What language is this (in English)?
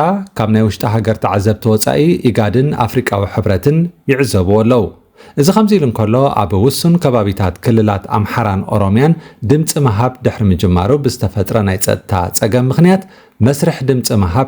Tigrinya